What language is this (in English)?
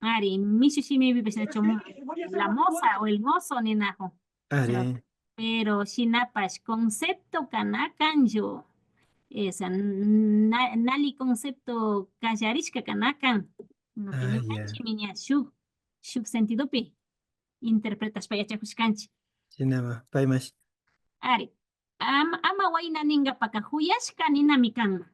Imbabura Highland Quichua